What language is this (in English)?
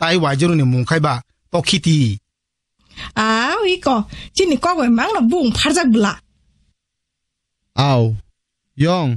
Kok Borok